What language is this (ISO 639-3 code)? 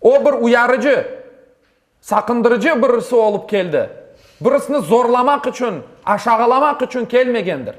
crh